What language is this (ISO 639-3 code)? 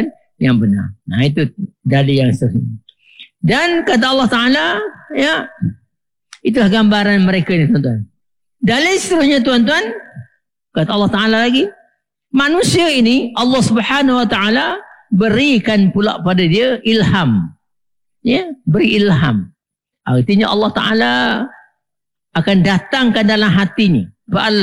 msa